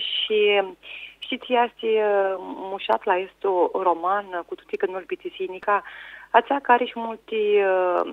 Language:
Aromanian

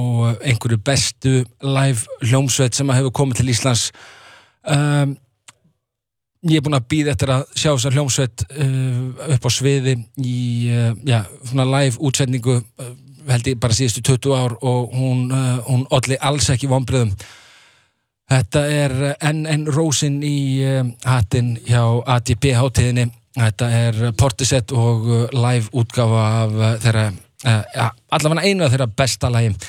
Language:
Icelandic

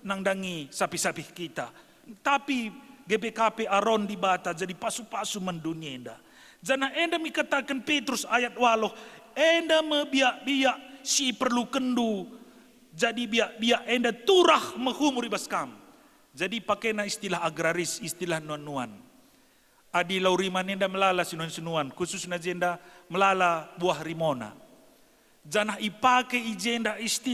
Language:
Batak Karo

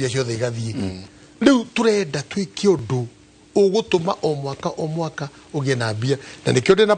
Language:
Kikuyu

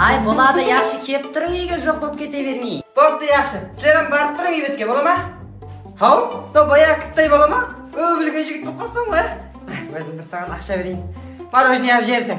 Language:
Kara-Kalpak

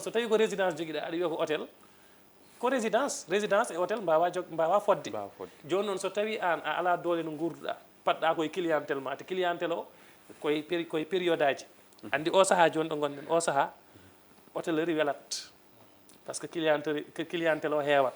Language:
Fula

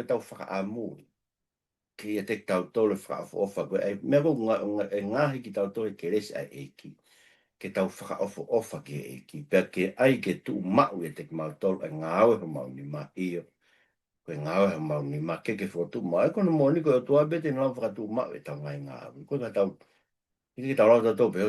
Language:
Tongan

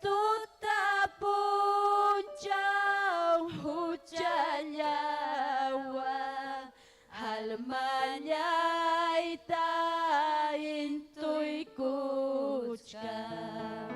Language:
Ayacucho Quechua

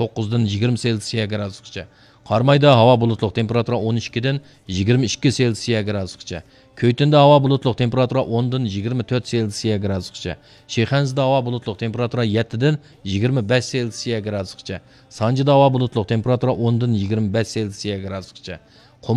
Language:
Uyghur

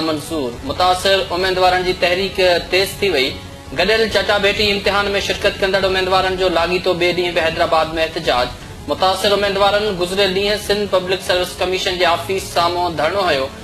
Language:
Sindhi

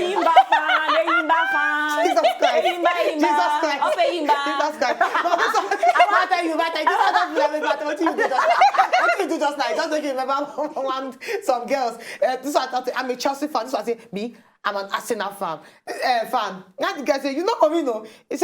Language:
Nigerian Pidgin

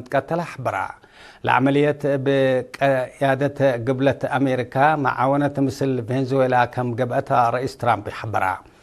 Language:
Tigre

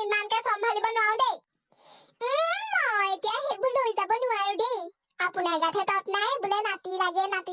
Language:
Assamese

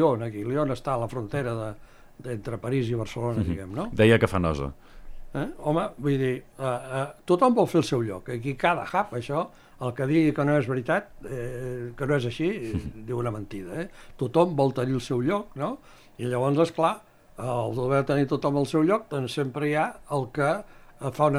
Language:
Catalan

